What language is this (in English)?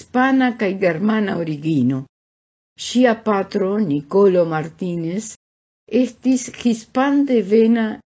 Esperanto